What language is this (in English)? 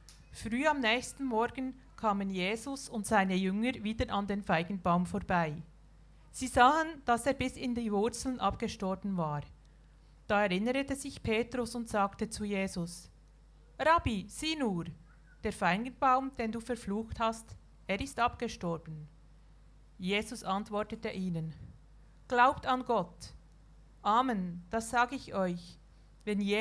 Swiss German